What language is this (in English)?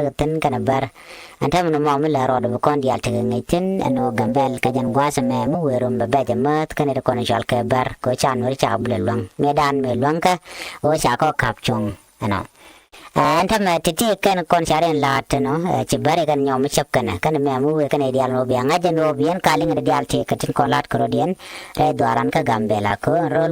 Nuer